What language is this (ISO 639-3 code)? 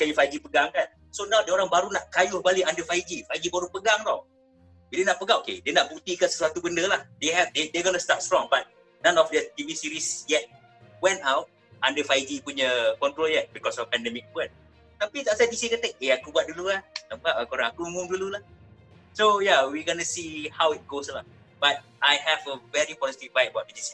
msa